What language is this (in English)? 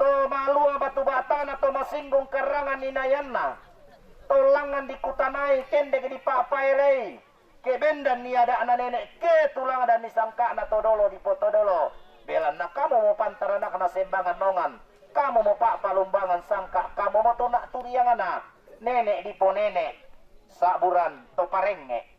Toraja-Sa'dan